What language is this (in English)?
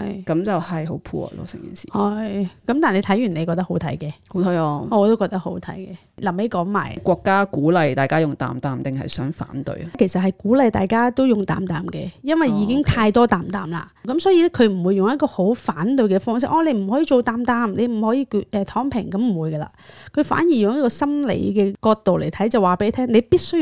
Cantonese